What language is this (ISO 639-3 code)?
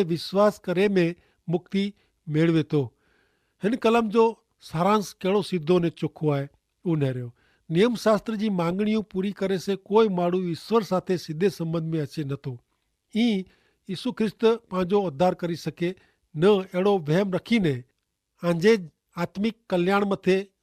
kfr